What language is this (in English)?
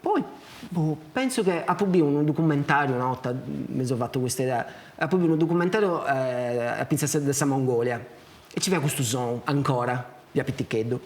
Sardinian